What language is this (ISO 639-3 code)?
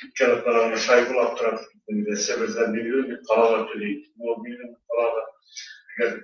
bak